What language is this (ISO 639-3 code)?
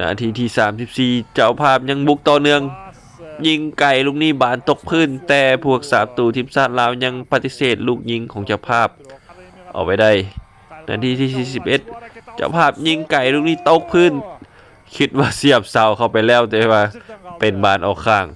lao